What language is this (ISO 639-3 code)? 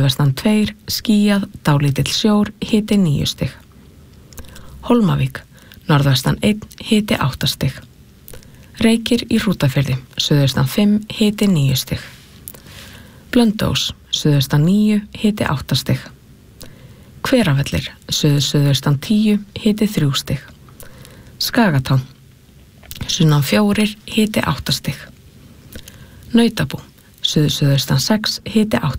isl